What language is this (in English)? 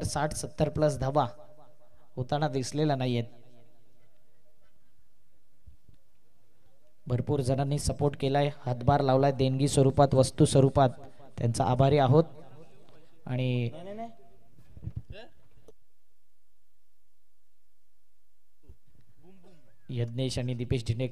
Marathi